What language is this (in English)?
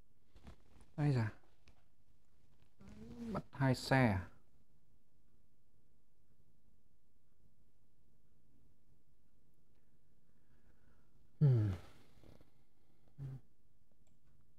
Vietnamese